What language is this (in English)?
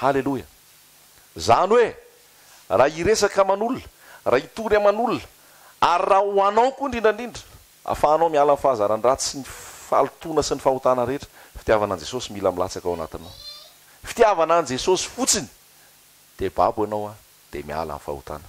Malagasy